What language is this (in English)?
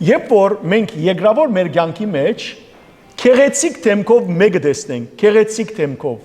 Western Armenian